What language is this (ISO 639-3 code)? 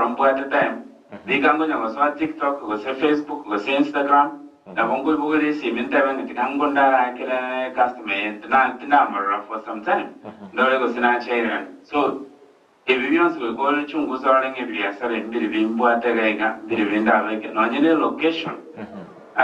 guz